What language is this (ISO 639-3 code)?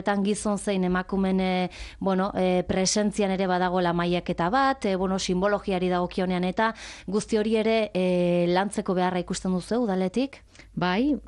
eus